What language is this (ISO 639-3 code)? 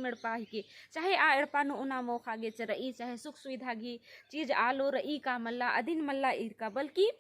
kru